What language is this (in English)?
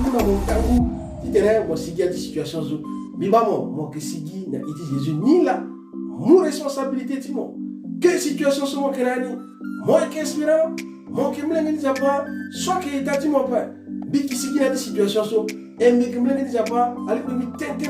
Sango